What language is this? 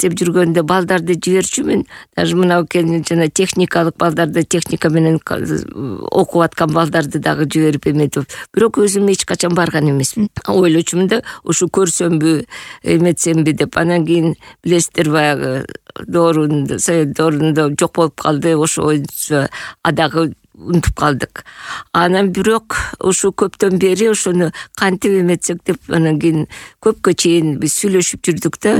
Kyrgyz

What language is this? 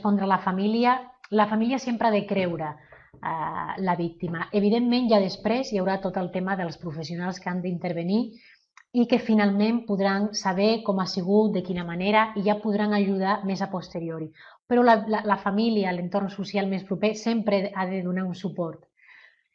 Catalan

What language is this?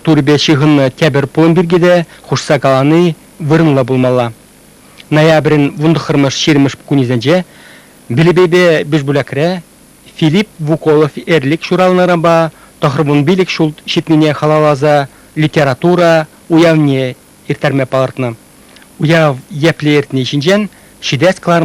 Chuvash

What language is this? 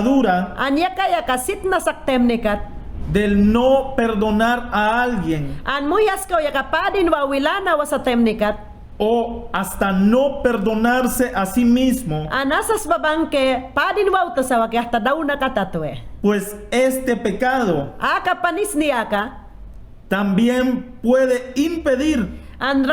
Mayangna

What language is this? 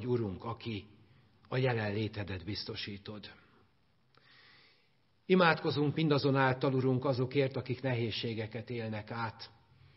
Hungarian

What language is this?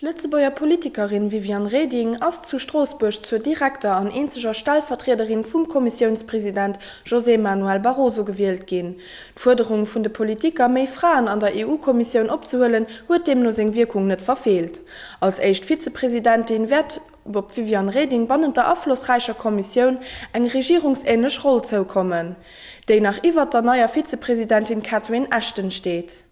Luxembourgish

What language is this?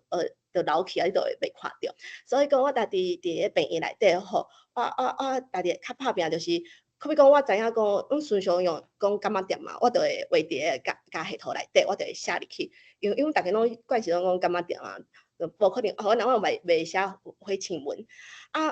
Min Nan Chinese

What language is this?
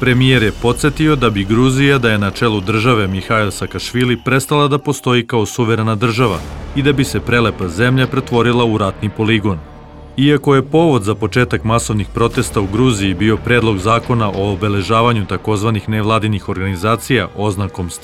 Serbian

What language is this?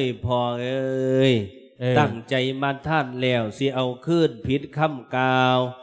Lao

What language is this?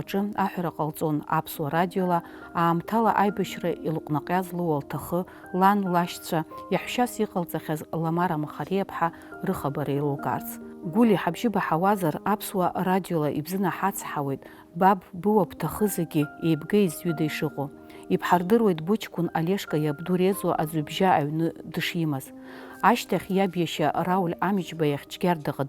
Abkhazian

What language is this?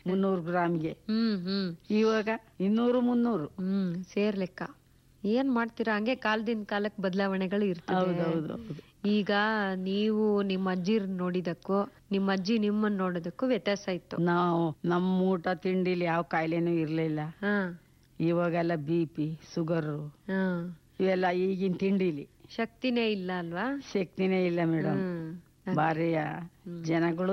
Kannada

